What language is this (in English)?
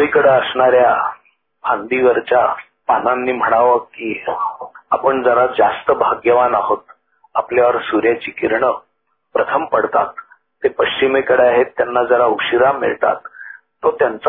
Marathi